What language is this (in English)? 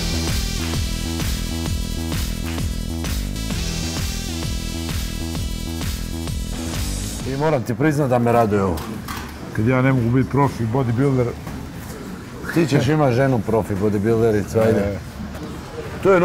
Croatian